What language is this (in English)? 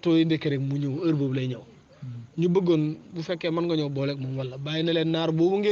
Wolof